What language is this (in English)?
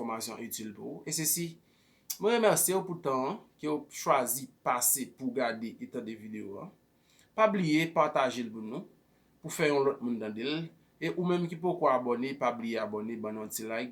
Haitian Creole